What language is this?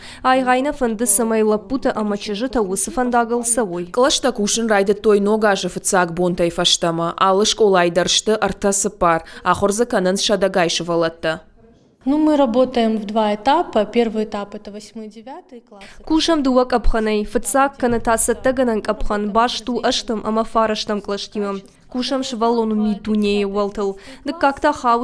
Ossetic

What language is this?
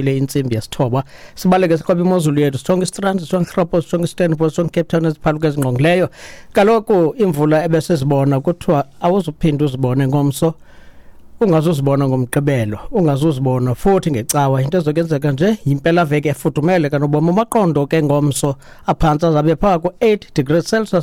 Xhosa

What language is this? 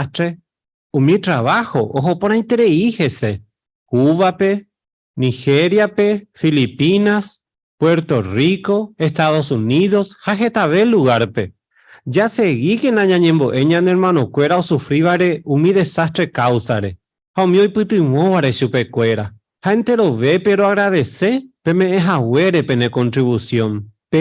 Guarani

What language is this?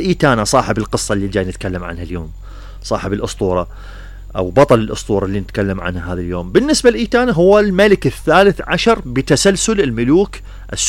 Mesopotamian Arabic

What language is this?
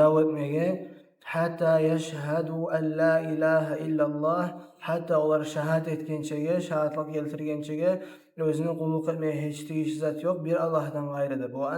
Kumyk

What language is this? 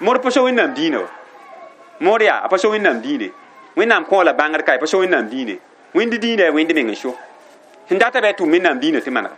Mossi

